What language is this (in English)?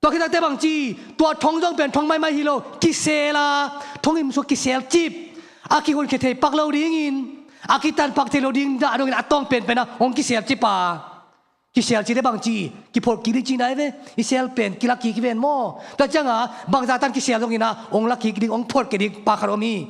Tedim Chin